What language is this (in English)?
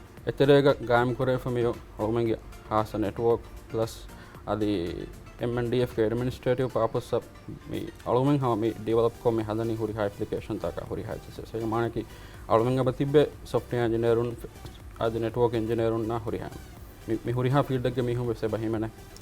Divehi